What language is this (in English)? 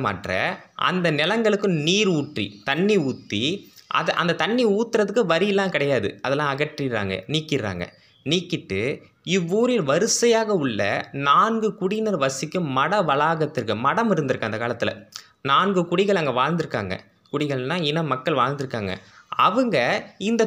Tamil